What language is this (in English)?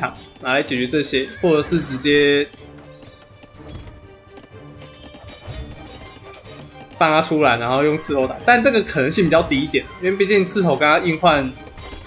Chinese